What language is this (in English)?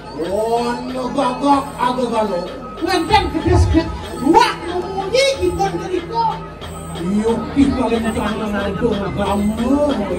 Balinese